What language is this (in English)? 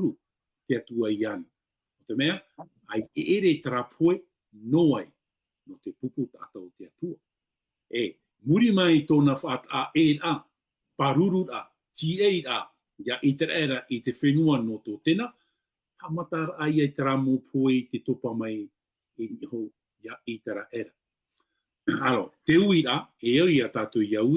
Tahitian